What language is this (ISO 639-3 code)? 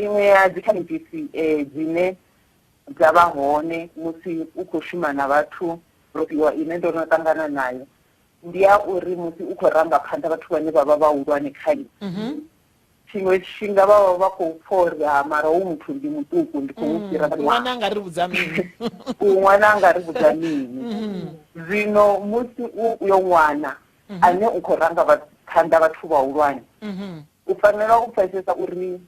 ven